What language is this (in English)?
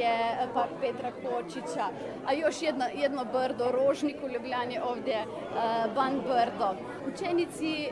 Bosnian